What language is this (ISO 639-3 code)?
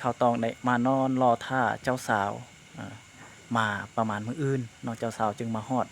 lao